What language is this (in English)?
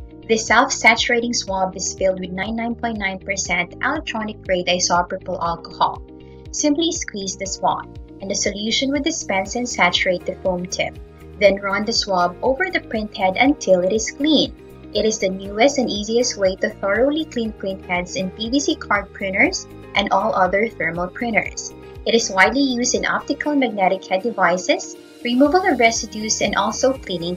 English